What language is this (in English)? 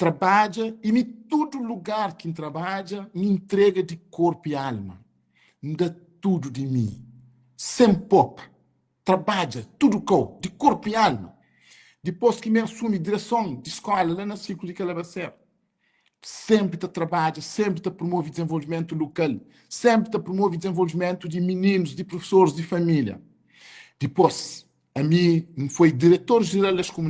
Kabuverdianu